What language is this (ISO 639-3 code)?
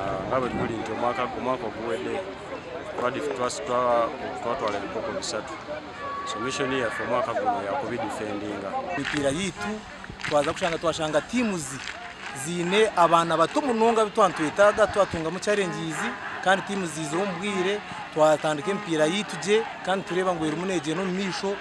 nyn